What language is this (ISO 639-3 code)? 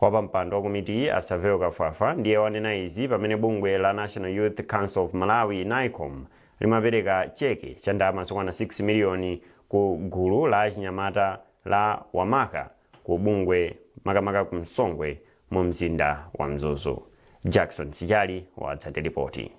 nya